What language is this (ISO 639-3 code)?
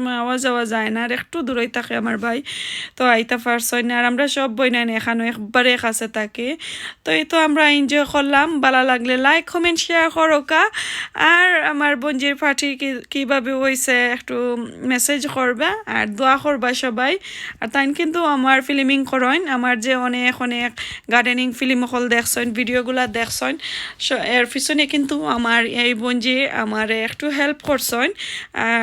syl